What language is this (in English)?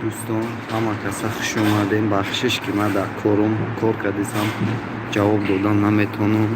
Tajik